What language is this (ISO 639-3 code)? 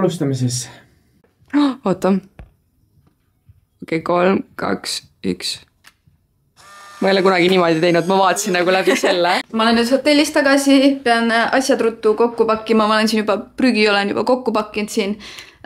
est